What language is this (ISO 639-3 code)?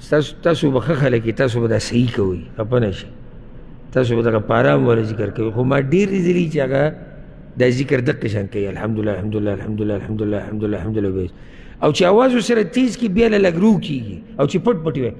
pus